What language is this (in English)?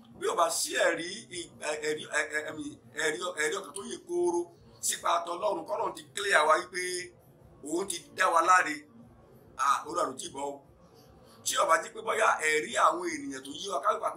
Yoruba